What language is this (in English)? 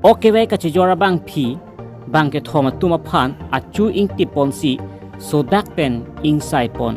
Karbi